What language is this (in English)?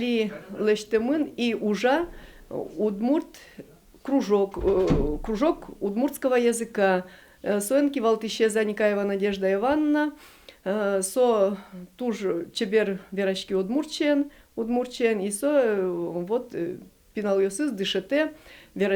Udmurt